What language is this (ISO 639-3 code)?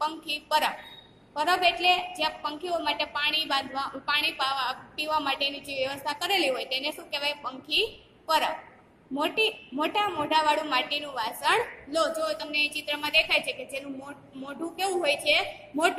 guj